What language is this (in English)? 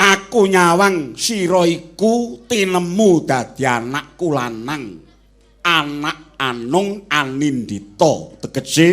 Javanese